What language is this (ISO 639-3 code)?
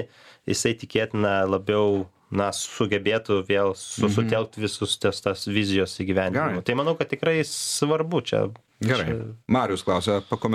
lit